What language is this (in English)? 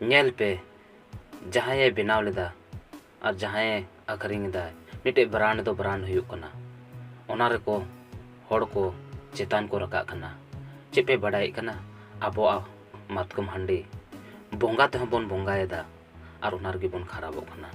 Santali